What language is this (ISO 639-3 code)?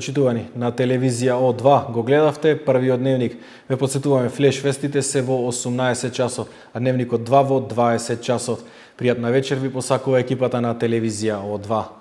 mkd